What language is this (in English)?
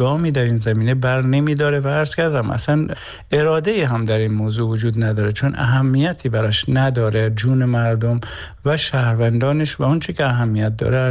Persian